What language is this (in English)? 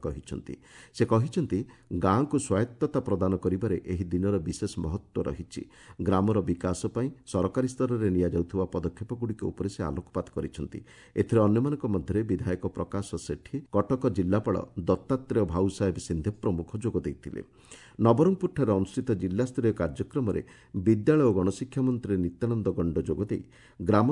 Odia